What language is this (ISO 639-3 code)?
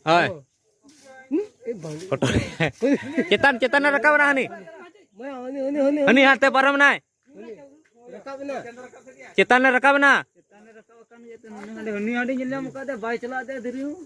sat